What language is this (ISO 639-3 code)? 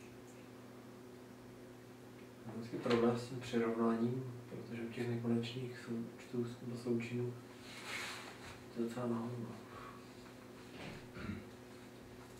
ces